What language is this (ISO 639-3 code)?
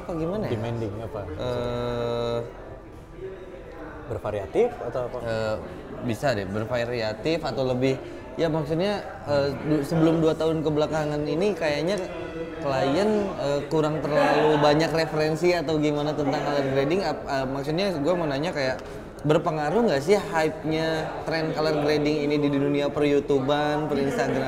ind